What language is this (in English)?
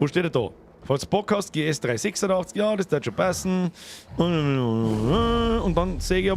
Bavarian